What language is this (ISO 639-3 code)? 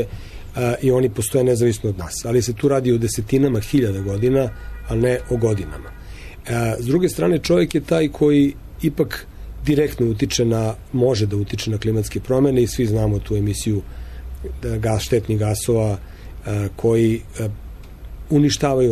srp